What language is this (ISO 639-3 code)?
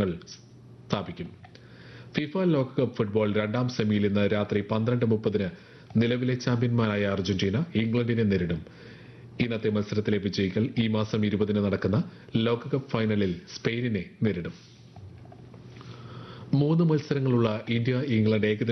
mal